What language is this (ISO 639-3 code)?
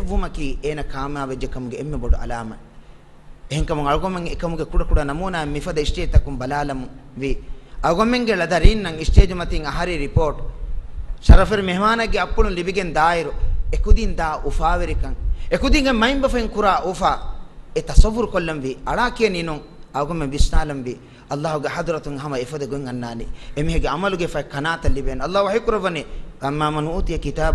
div